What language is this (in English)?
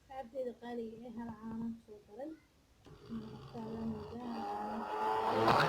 Somali